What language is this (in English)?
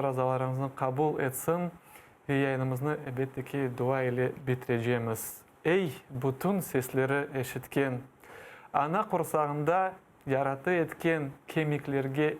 Crimean Tatar